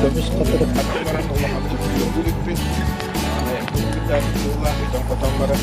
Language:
Yakut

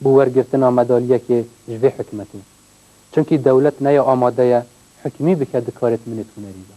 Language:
Kurdish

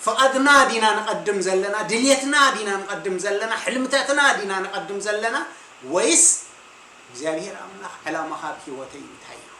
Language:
Tigrinya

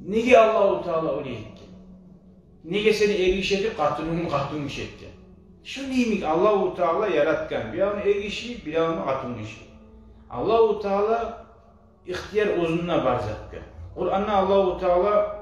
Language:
Kumyk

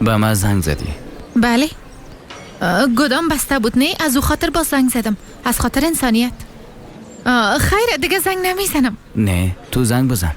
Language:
Persian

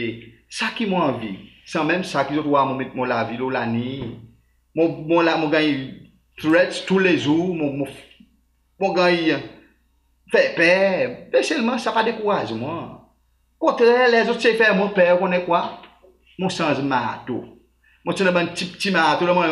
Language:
Seselwa Creole French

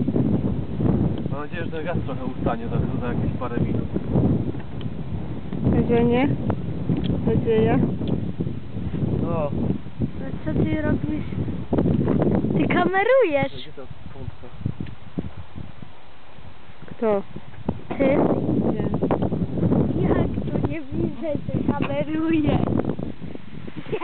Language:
Polish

